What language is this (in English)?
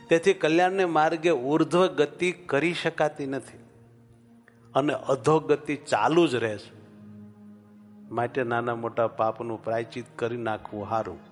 Gujarati